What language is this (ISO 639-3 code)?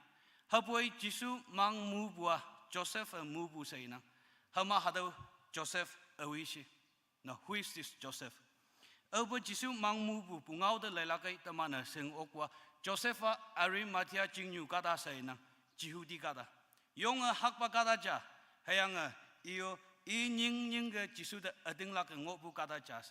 nbe